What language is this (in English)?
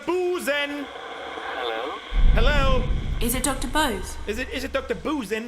Bavarian